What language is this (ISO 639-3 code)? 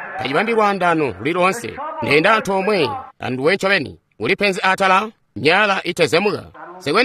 toi